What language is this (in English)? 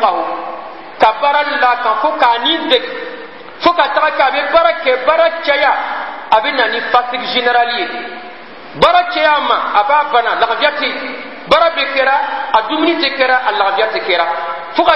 Bambara